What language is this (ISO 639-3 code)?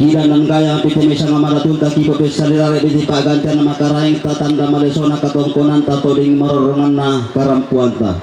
sda